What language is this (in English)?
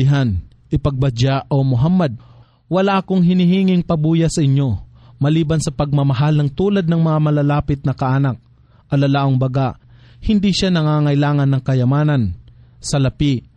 Filipino